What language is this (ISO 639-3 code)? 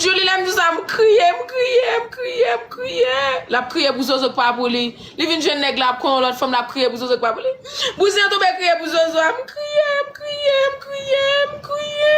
hat